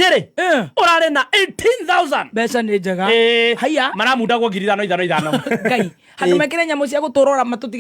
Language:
Kikuyu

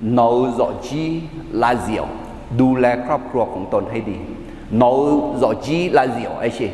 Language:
Akha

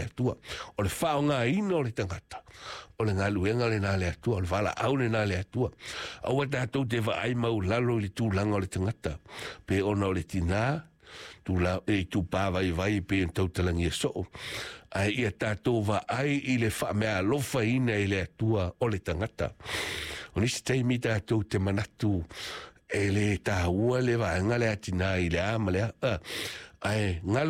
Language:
Samoan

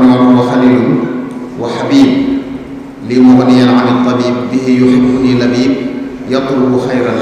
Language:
Wolof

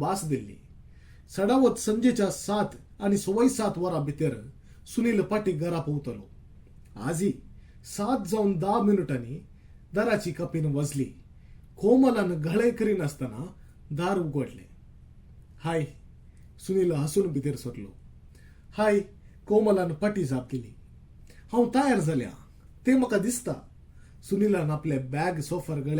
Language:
Konkani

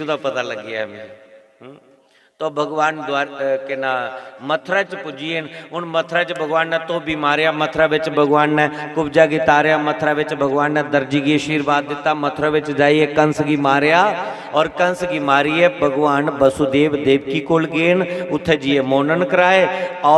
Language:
Dogri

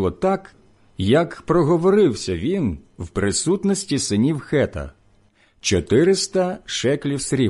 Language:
Ukrainian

